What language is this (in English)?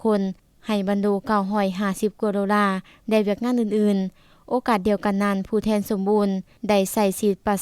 Lao